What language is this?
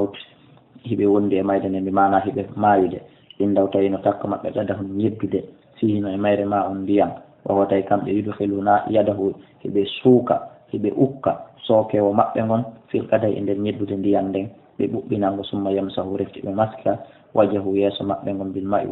Fula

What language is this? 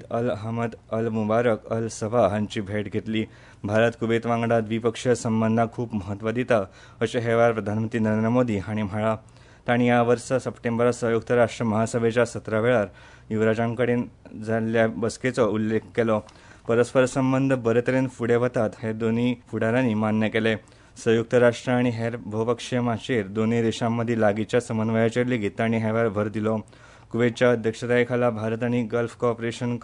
Konkani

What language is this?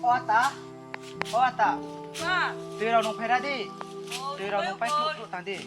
Riang (India)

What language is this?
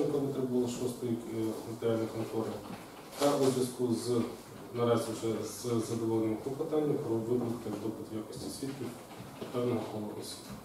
Ukrainian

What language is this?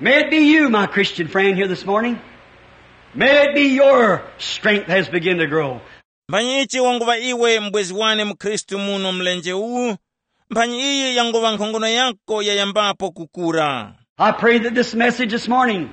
Tumbuka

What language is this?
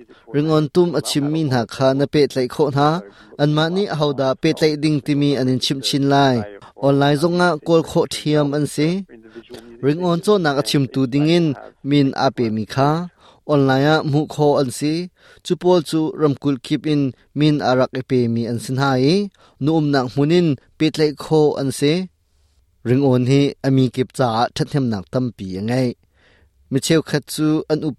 Hakha Chin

